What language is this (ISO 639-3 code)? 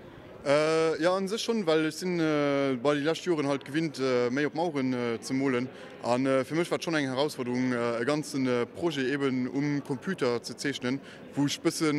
ltz